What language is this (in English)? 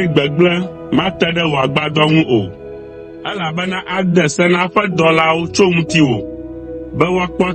Ewe